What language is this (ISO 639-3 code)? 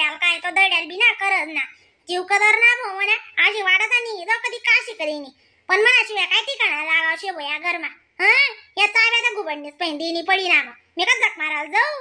khn